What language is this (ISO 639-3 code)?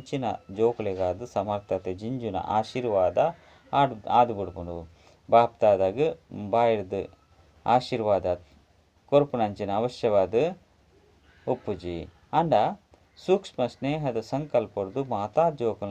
tcy